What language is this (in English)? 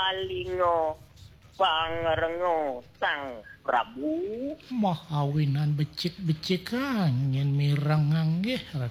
Balinese